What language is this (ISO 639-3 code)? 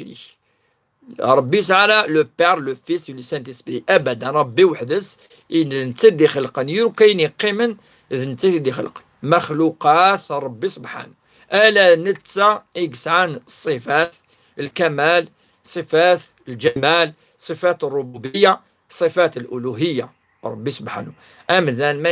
kab